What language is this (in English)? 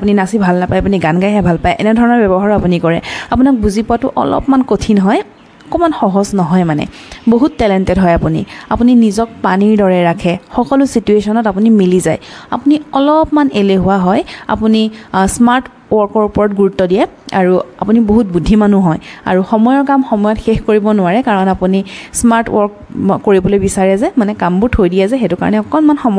Assamese